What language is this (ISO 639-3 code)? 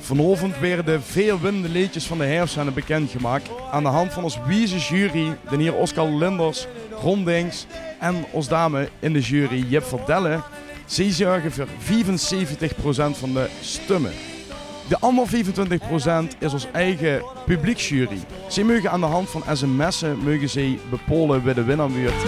lim